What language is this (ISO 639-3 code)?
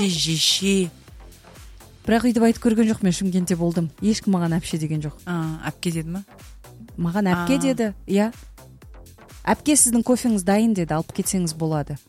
kaz